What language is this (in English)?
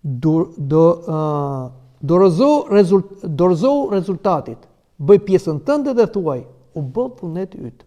Albanian